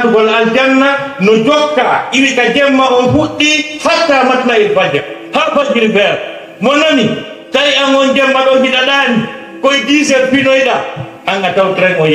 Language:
Fula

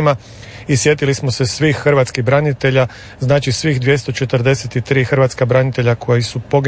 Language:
Croatian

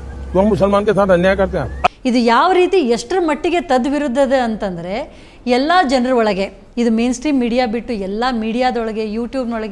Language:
Kannada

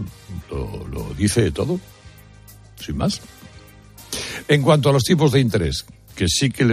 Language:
Spanish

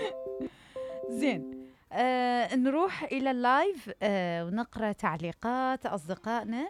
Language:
Mesopotamian Arabic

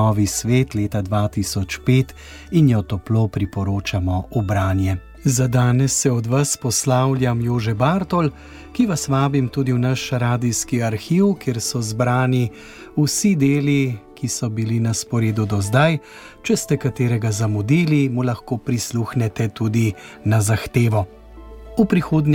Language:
Slovenian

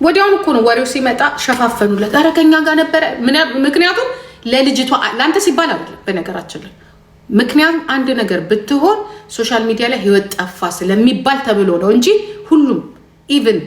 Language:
Amharic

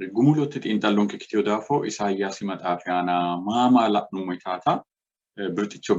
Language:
Sidamo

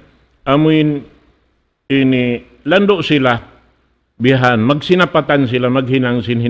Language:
Tausug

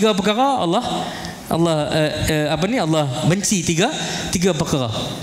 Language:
Malay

